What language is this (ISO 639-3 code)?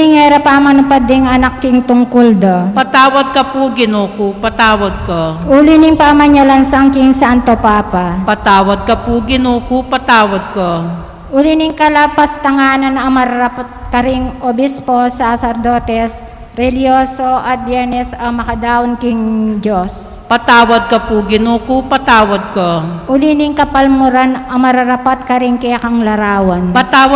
pam